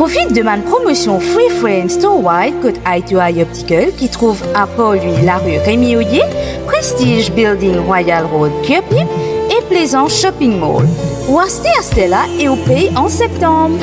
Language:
Morisyen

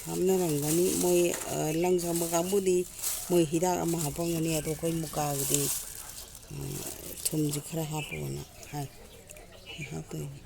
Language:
Manipuri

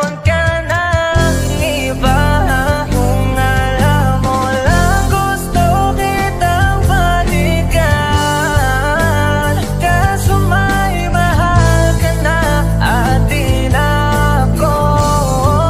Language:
Filipino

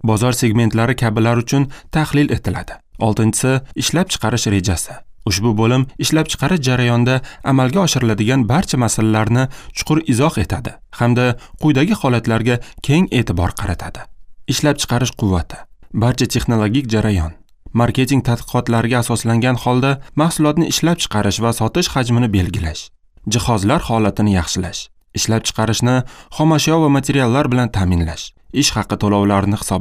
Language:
Uzbek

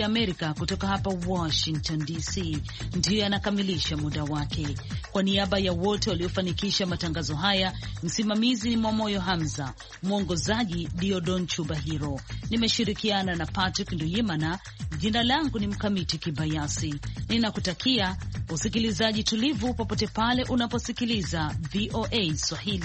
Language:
Swahili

